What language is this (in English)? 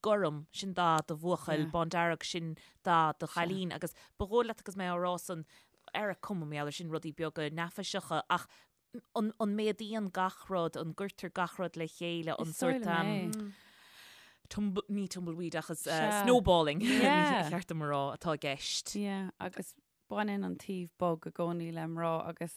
Irish